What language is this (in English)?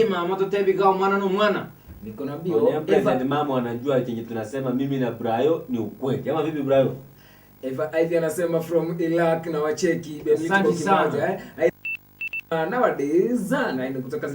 Gusii